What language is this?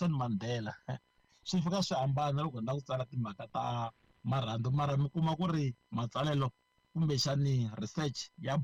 Tsonga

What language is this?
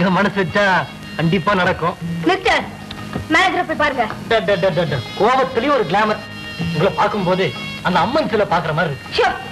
Tamil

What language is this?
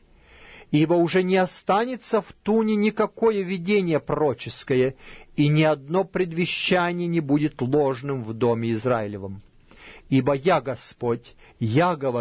Russian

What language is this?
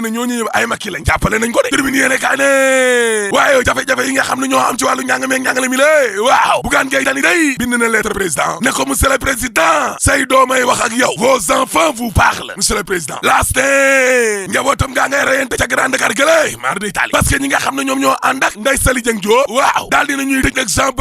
Wolof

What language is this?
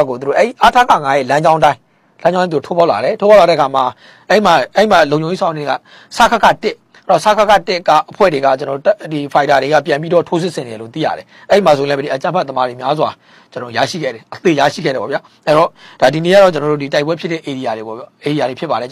Burmese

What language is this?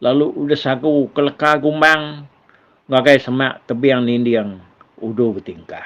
Iban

